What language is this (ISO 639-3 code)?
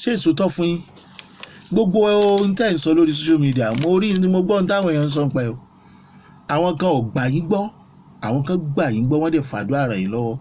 yor